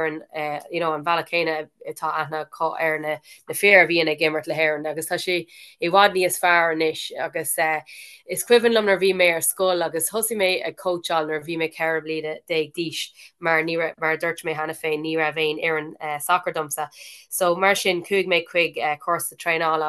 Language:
Irish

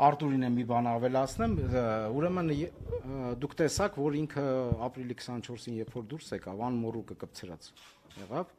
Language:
Armenian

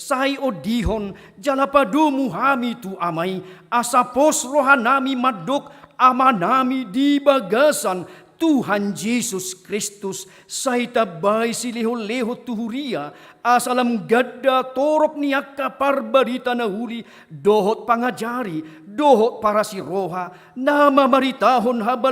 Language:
Batak Toba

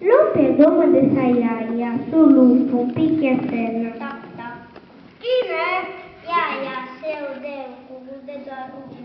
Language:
Sardinian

